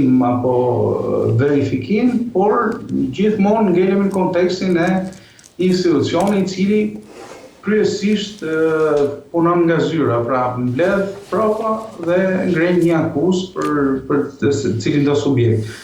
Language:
Albanian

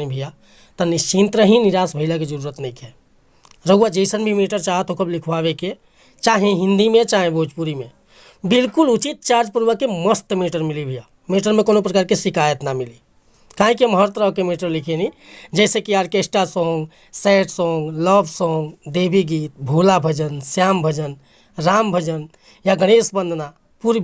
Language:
Bhojpuri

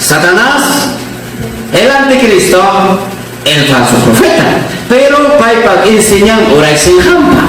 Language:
Ayacucho Quechua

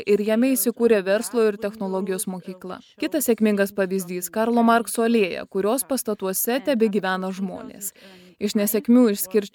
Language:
Lithuanian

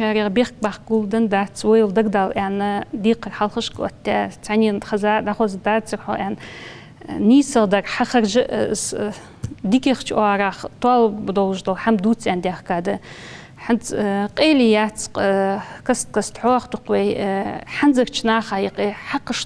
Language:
Ingush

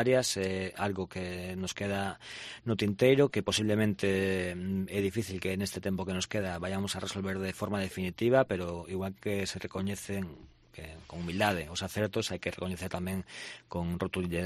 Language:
Galician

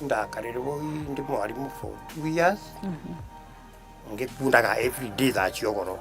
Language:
Meru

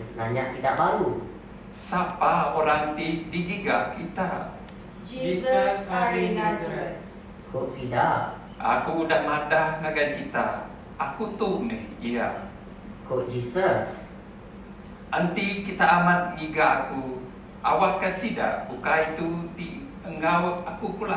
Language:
Iban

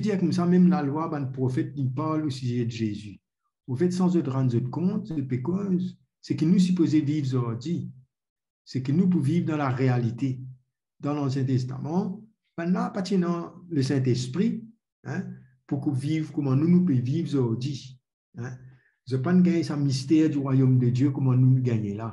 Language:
Morisyen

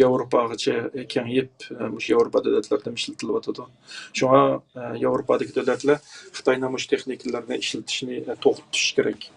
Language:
Uyghur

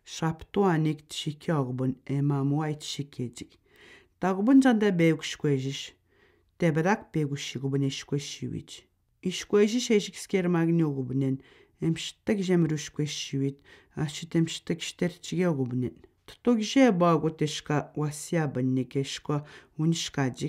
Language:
Atikamekw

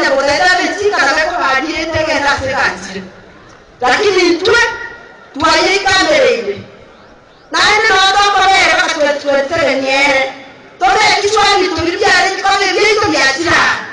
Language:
Gusii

